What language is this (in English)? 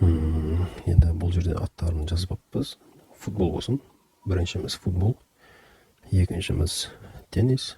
Kazakh